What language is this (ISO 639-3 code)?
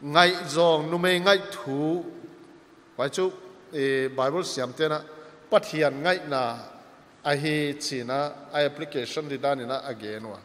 pck